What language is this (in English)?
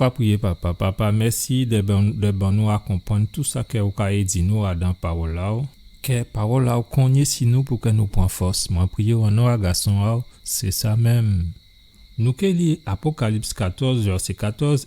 Guadeloupean Creole French